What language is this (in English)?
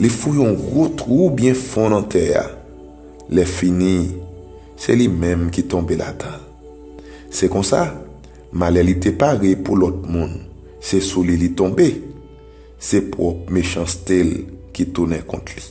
Haitian Creole